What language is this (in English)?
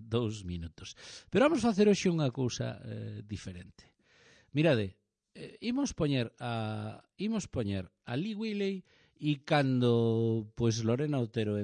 Galician